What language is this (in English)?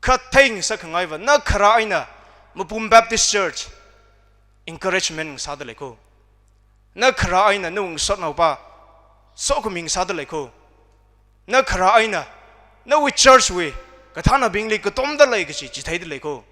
Tangkhul Naga (India)